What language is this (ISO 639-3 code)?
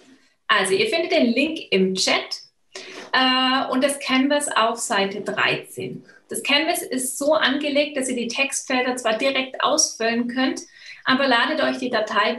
deu